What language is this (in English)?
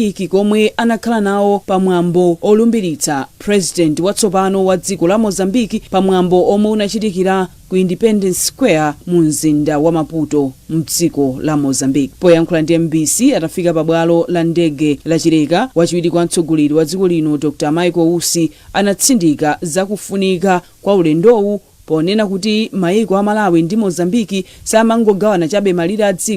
Nyanja